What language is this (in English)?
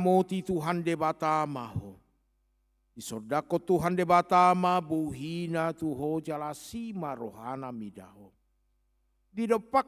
Batak Toba